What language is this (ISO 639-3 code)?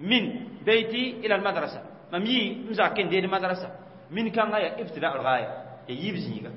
mos